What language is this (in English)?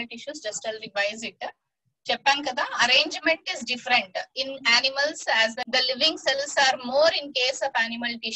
Telugu